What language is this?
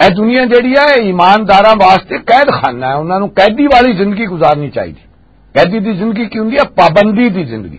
Western Panjabi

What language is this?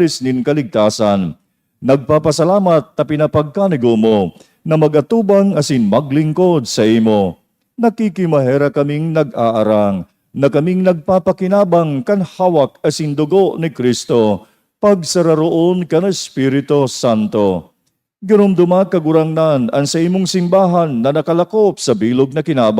Bikol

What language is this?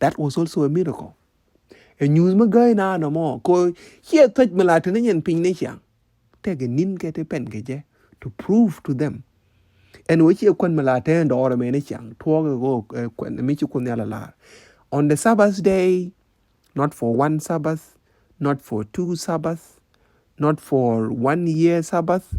Nuer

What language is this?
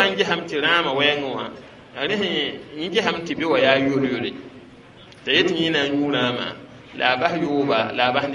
Mossi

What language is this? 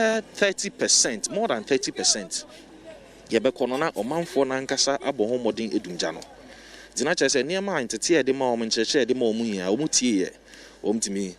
Akan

